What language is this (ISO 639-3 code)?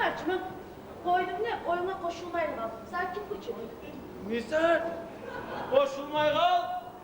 kum